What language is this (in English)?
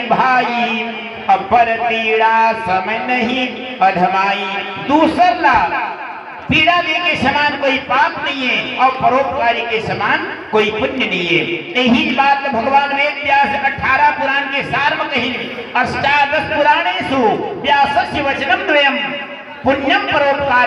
Chhattisgarhi